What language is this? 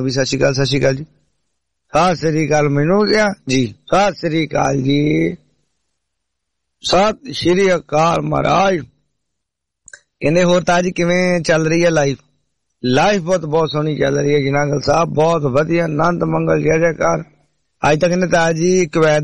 Punjabi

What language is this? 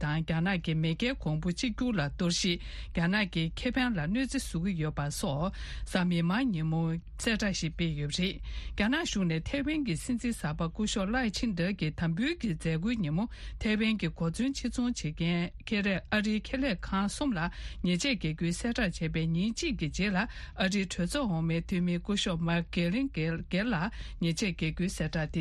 Tibetan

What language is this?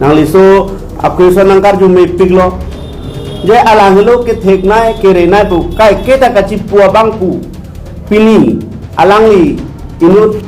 Karbi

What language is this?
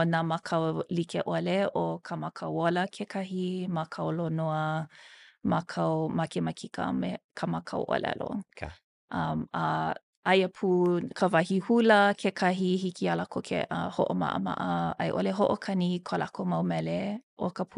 Hawaiian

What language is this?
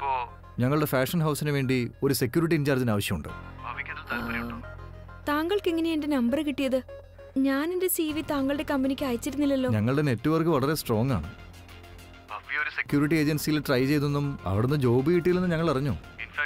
Malayalam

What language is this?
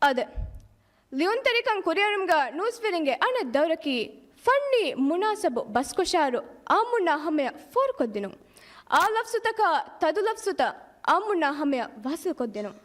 Divehi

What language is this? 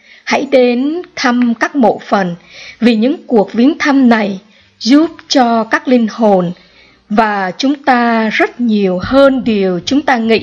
Vietnamese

